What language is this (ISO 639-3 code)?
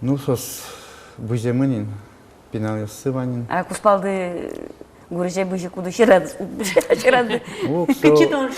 udm